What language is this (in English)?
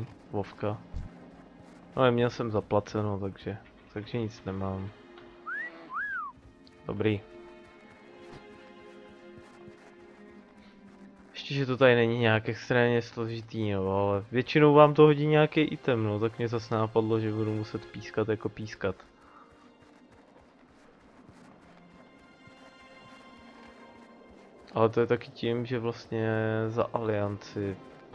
Czech